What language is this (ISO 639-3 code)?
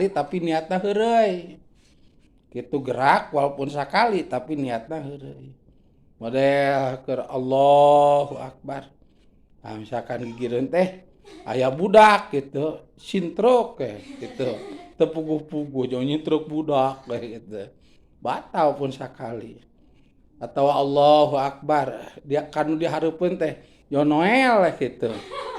sun